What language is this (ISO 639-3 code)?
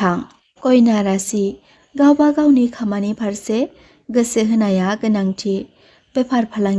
brx